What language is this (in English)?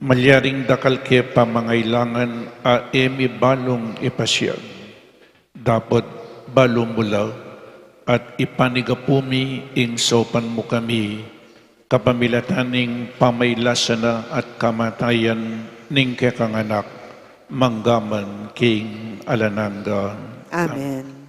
Pampanga